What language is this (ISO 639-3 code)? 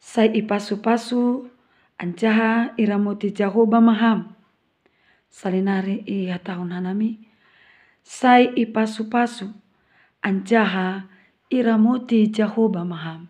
bts